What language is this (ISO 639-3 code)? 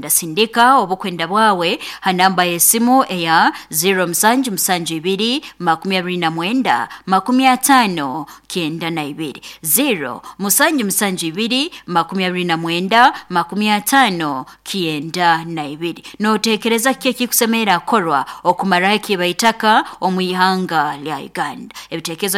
nyo